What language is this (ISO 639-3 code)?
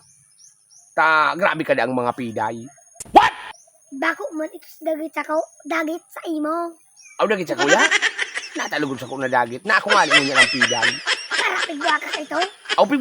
bik